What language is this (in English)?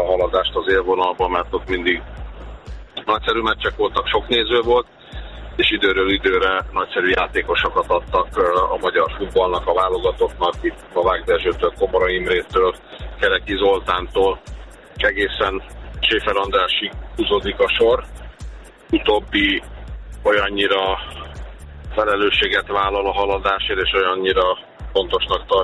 Hungarian